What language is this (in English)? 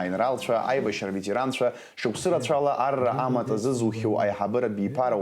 Abkhazian